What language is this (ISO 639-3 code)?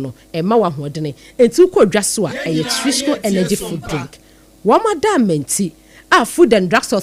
aka